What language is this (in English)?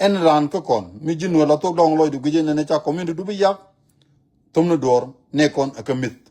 Nuer